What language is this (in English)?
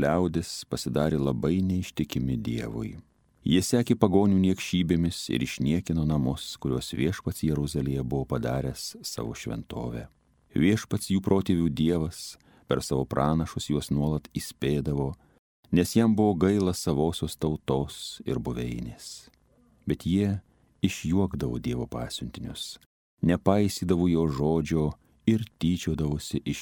Lithuanian